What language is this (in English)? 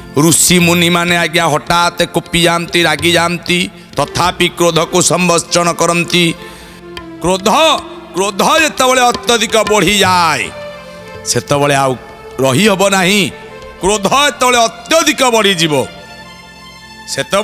Odia